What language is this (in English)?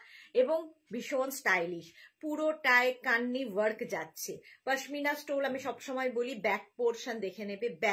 Bangla